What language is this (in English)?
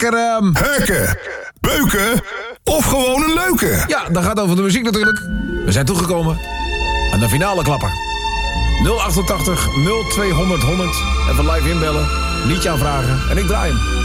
Dutch